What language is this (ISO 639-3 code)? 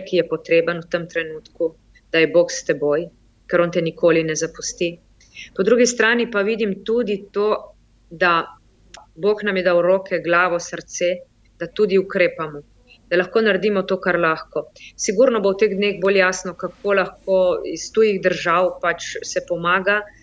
slv